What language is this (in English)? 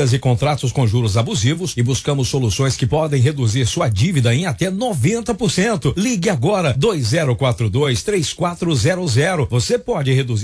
Portuguese